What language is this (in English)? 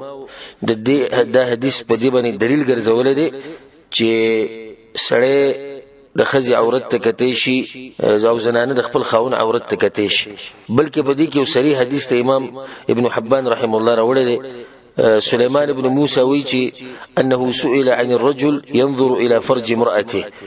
Pashto